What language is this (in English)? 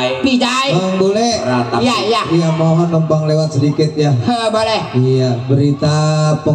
Betawi